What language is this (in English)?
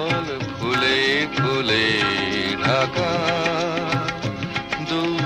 Bangla